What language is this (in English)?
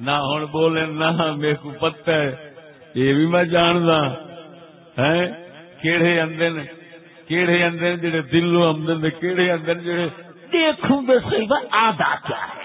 Saraiki